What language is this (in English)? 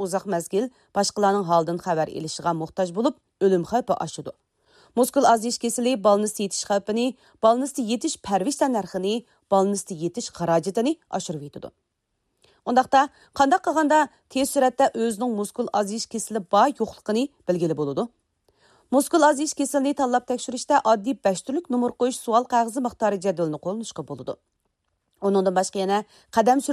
Uyghur